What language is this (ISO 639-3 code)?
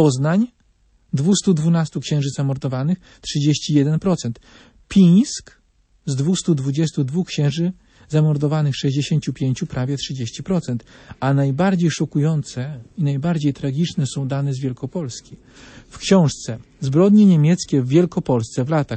pol